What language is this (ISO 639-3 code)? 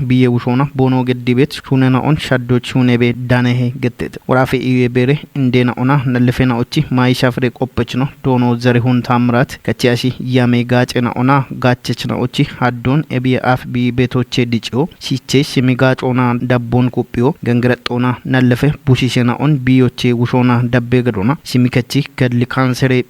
kbr